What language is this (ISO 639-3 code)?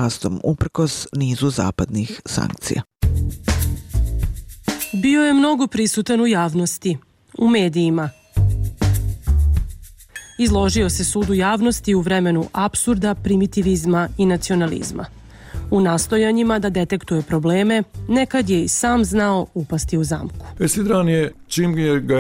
bos